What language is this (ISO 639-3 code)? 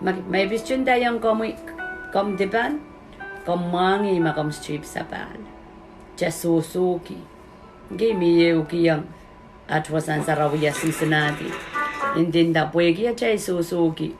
pon